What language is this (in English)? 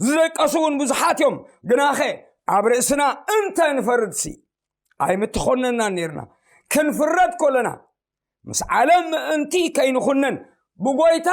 Tigrinya